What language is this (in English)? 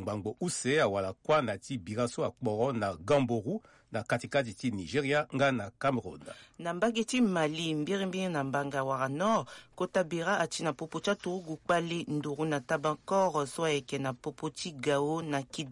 Sango